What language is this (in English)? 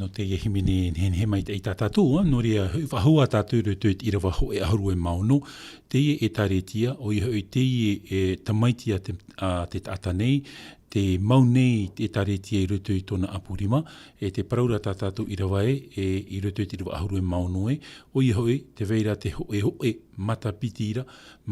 Tahitian